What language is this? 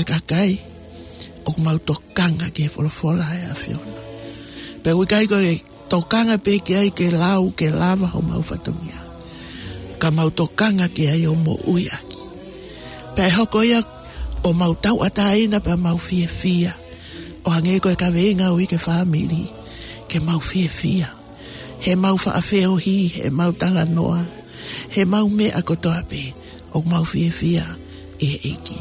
Tongan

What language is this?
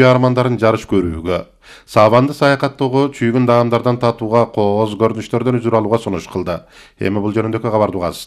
Kyrgyz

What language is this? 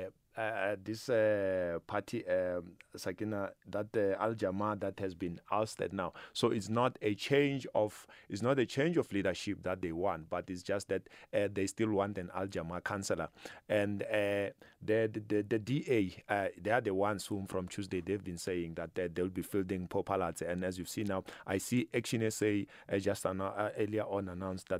English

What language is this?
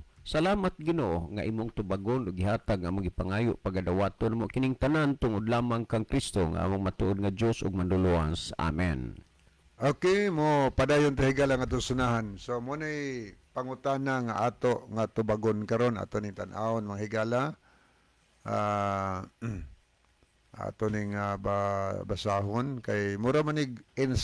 Cebuano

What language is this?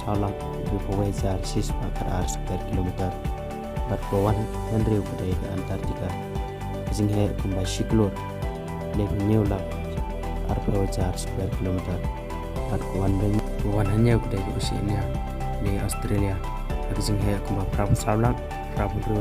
Khasi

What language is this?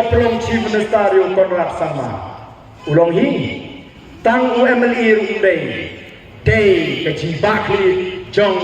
Khasi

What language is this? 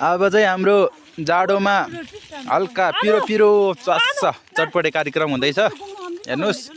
Nepali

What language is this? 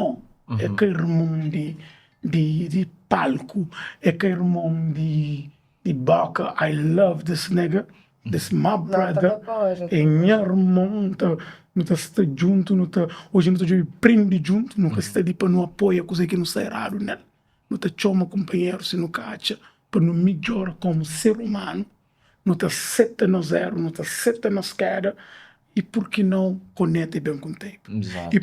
Kabuverdianu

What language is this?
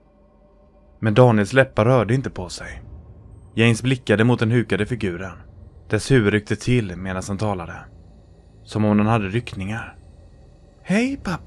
Swedish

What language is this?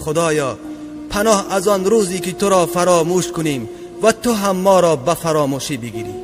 Tajik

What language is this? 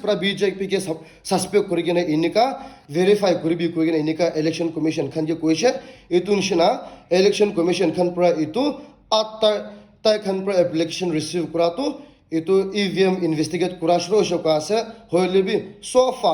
Naga Pidgin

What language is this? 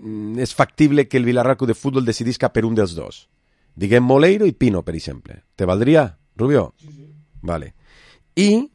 Catalan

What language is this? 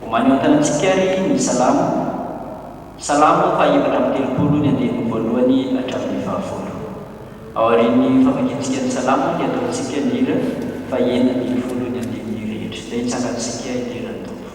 Malagasy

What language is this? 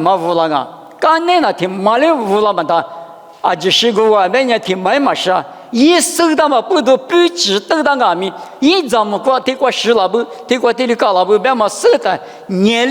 Lisu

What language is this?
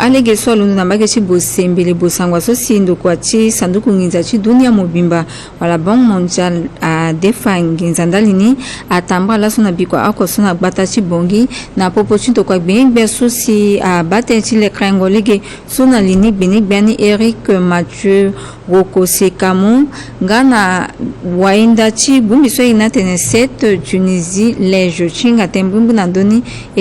Sango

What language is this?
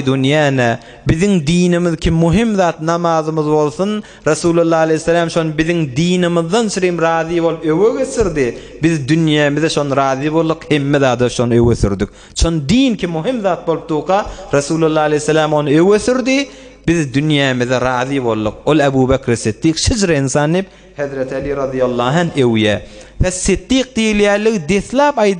Turkmen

